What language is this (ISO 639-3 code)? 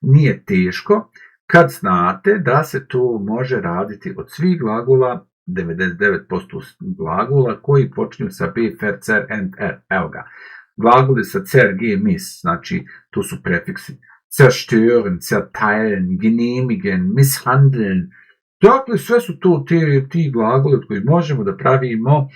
bos